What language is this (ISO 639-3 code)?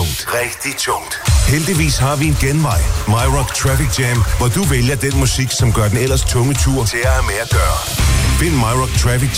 dan